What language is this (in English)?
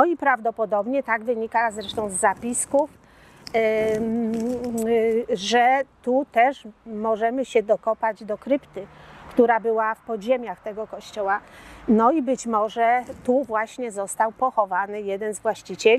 Polish